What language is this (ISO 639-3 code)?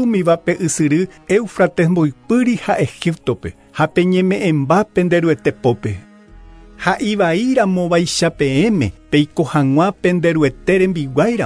grn